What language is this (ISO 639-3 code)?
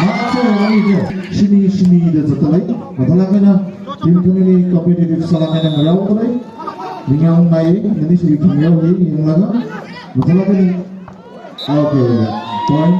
nmf